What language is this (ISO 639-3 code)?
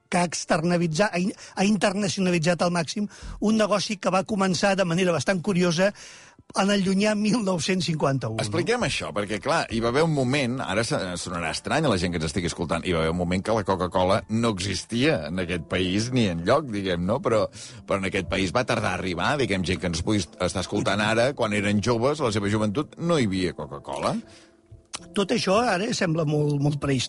cat